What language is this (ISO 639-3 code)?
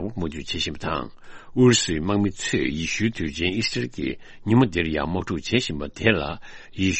bod